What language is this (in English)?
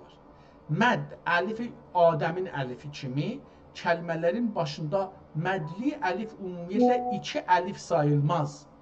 South Azerbaijani